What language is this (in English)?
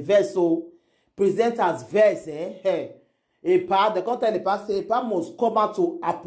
Nigerian Pidgin